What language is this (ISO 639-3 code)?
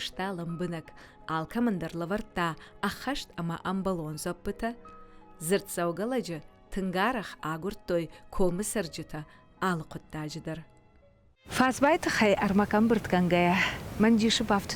oss